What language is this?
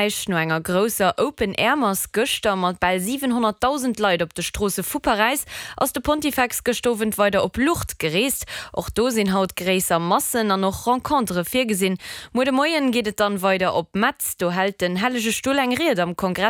Luxembourgish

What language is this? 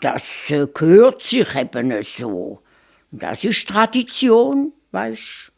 Swiss German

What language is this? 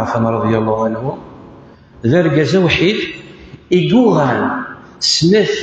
Kabyle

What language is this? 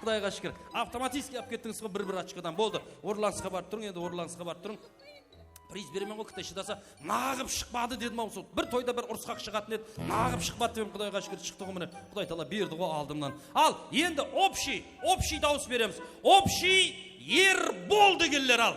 Kara-Kalpak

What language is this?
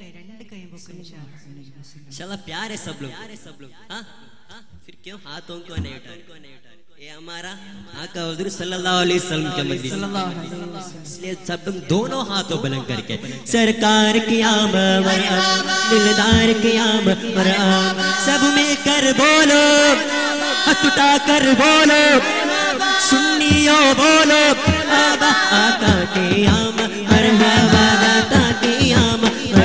Urdu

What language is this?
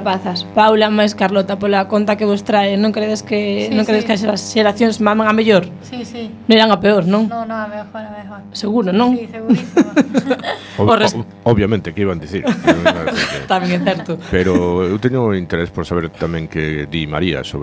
Galician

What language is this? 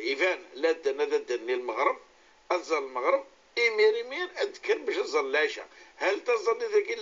Kabyle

